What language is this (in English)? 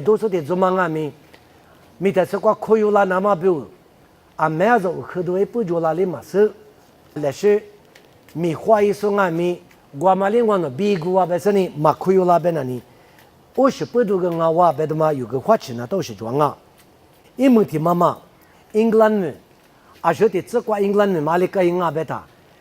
Lisu